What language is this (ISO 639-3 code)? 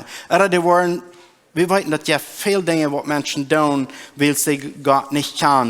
pdt